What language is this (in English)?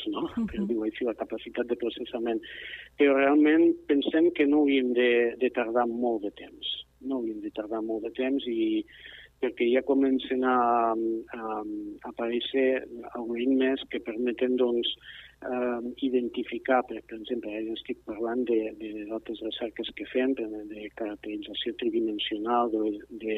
Catalan